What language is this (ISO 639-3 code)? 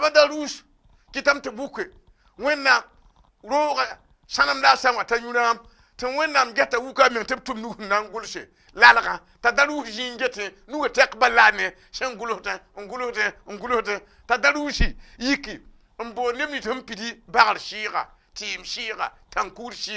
mos